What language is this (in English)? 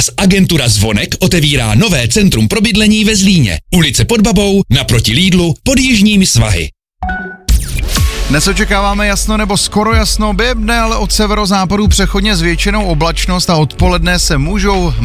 Czech